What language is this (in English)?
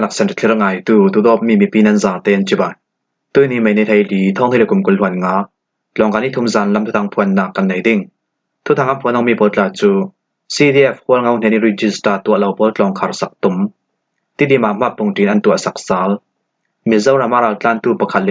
Falam Chin